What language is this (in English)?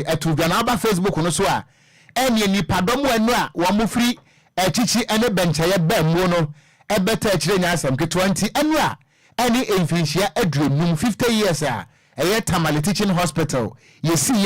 Akan